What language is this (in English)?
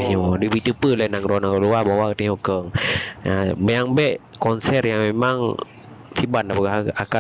Achinese